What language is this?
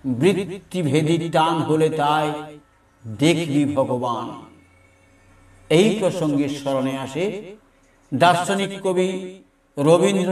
Bangla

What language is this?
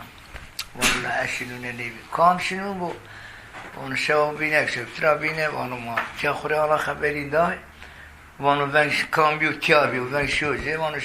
Zaza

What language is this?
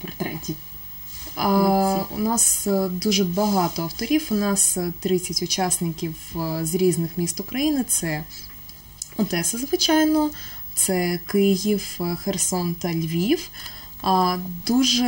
Ukrainian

